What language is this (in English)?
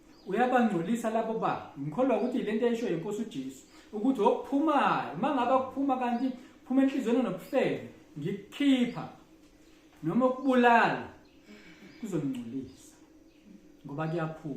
Zulu